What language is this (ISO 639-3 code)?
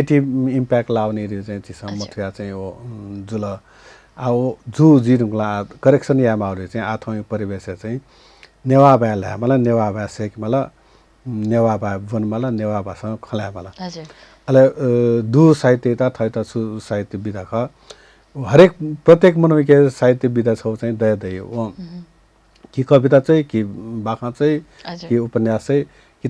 new